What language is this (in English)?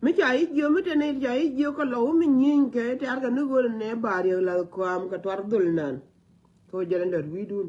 Nuer